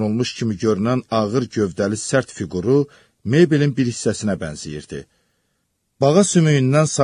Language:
Azerbaijani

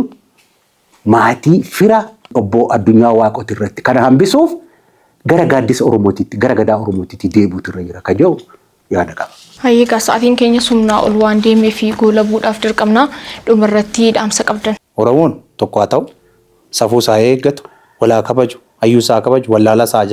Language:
Oromo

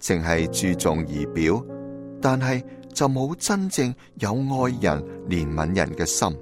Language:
Cantonese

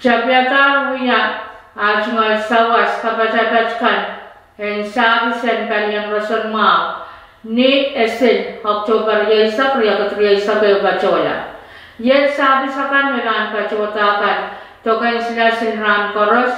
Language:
Pohnpeian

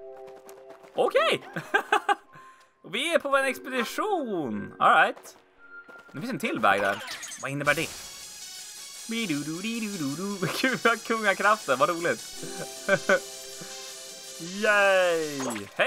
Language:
Swedish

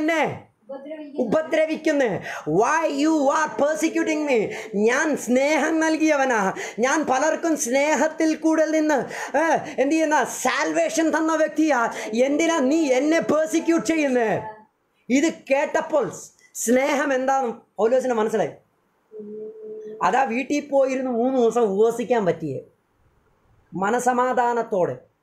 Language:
Malayalam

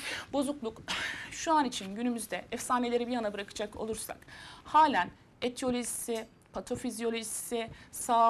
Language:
Turkish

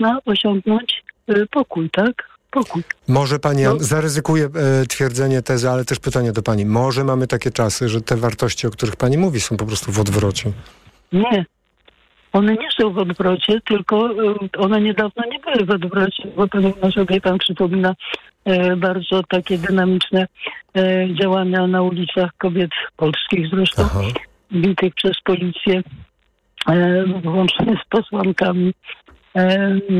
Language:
Polish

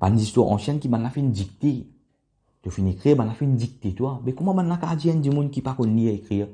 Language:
Morisyen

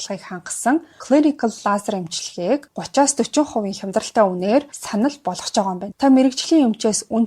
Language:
Mongolian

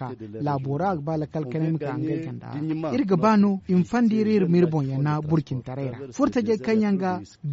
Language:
Zarma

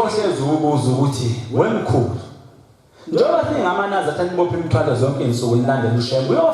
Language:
Zulu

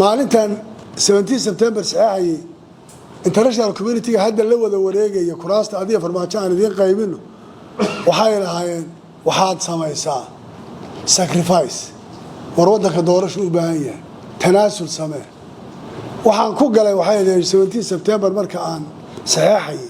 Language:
Somali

